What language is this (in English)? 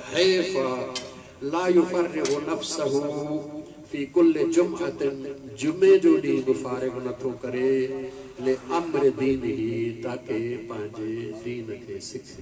Sindhi